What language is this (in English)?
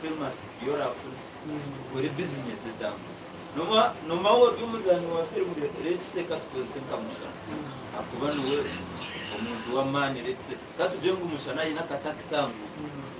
Nyankole